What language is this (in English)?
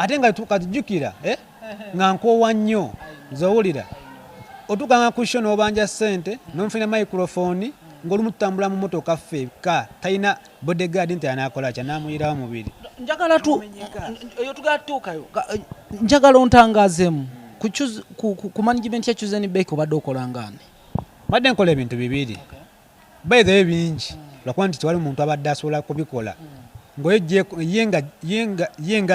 Ganda